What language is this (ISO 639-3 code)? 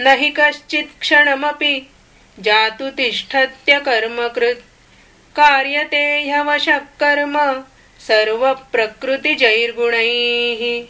san